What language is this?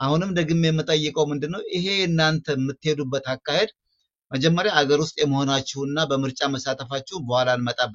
Amharic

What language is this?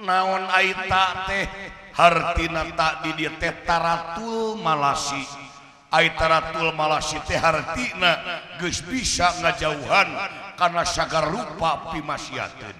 Sundanese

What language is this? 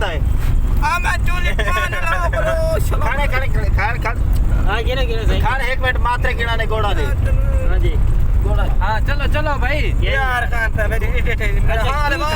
Saraiki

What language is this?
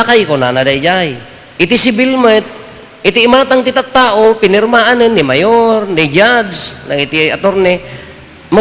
Iloko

